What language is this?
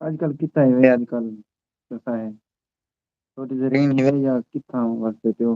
Saraiki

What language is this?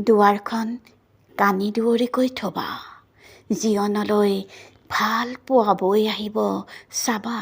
Assamese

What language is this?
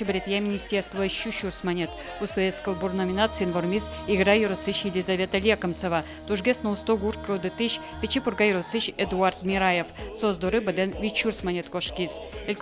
Udmurt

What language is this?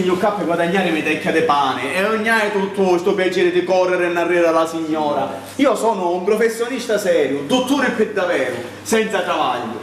Sicilian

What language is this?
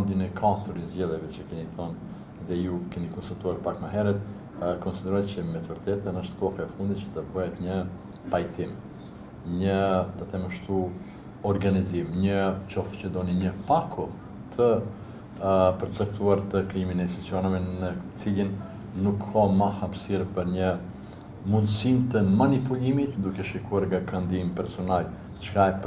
Albanian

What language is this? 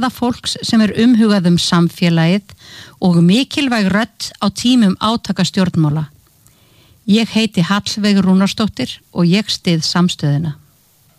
Icelandic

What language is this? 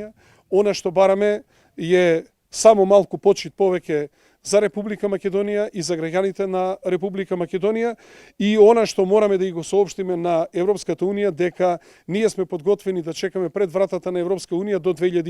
Macedonian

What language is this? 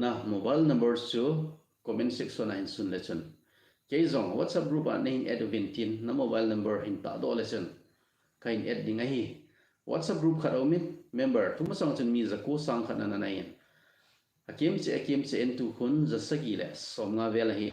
Thado Chin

